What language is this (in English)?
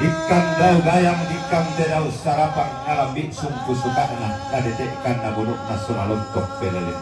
Toraja-Sa'dan